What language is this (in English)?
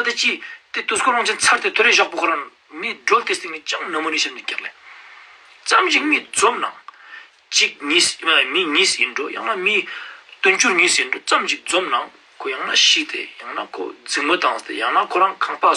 Ladakhi